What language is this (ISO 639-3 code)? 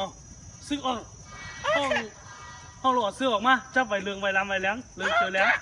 shn